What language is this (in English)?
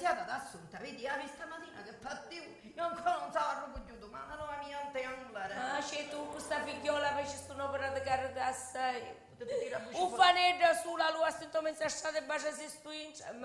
Sicilian